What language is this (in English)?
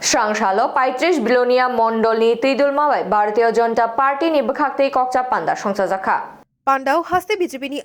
Kok Borok